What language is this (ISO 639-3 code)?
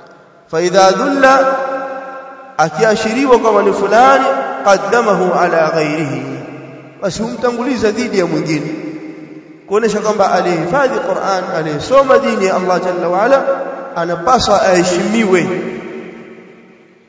swa